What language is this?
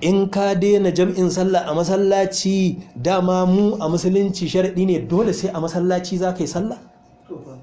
Hausa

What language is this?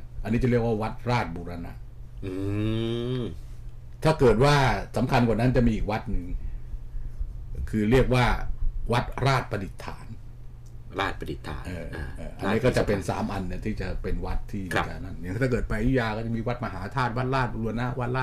Thai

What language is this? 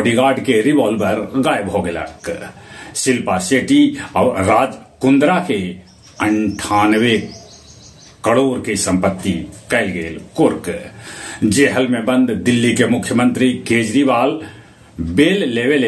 Magahi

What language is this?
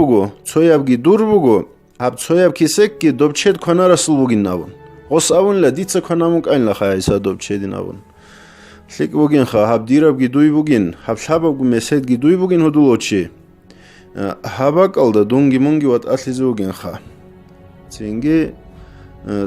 Avaric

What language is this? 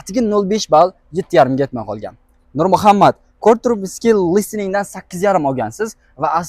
Uzbek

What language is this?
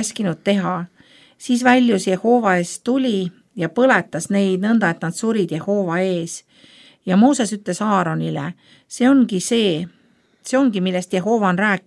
Estonian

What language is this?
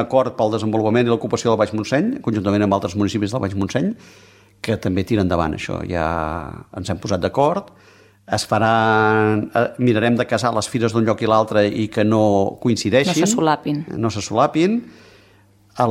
Catalan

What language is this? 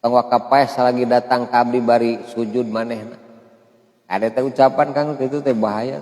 Sundanese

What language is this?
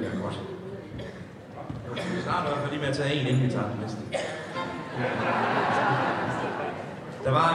Danish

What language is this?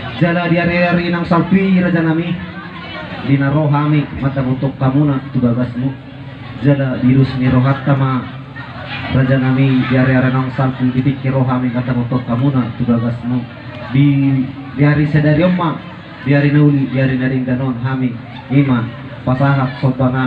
Batak Toba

